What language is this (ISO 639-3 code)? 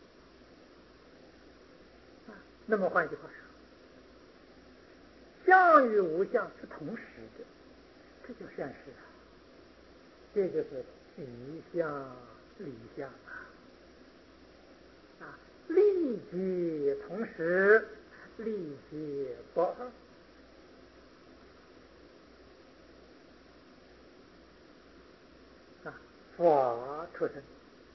zho